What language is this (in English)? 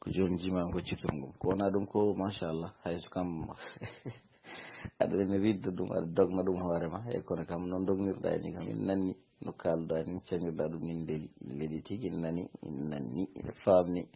Fula